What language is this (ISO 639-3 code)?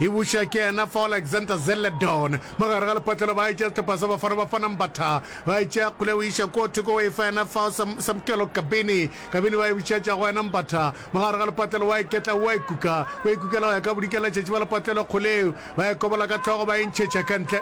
nso